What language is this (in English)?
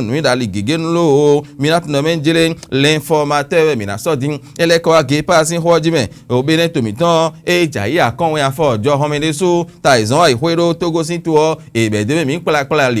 Fon